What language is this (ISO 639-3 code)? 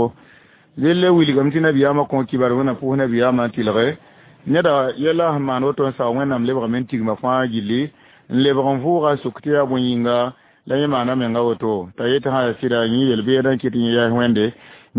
mos